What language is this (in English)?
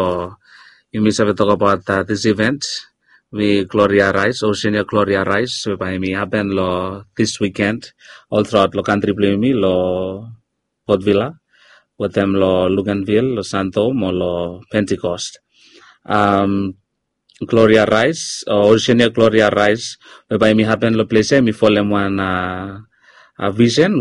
Bislama